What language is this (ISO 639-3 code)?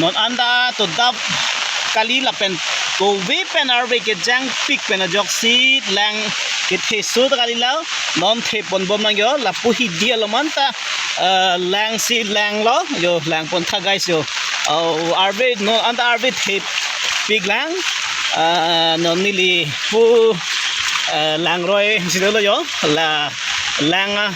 mjw